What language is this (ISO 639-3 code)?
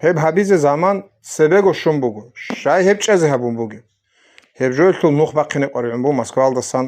ava